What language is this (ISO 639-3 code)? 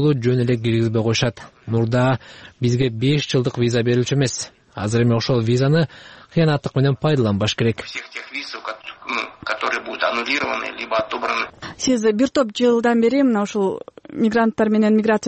kir